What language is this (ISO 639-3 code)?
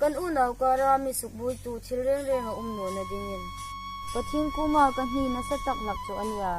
hmr